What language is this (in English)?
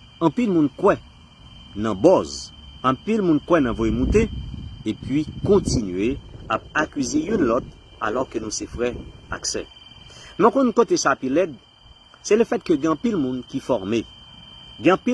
Haitian Creole